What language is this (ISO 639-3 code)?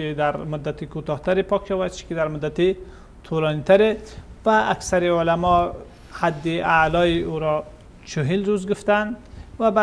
fas